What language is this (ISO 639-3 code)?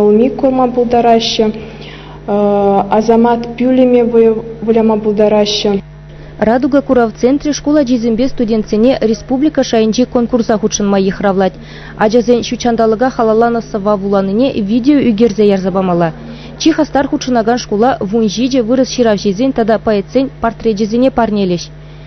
chv